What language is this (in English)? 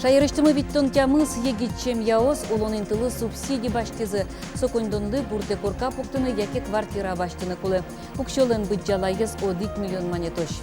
Udmurt